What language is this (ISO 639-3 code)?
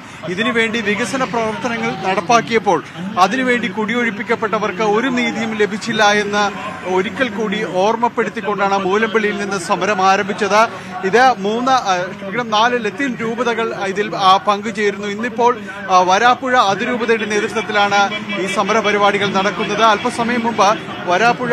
mal